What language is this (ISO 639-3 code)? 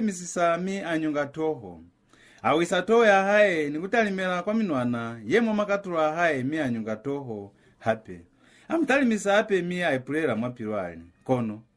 loz